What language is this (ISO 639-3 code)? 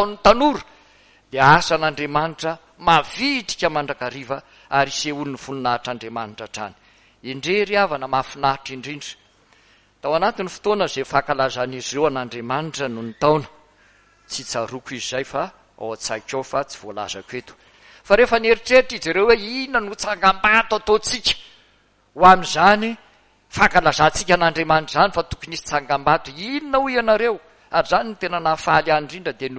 mlg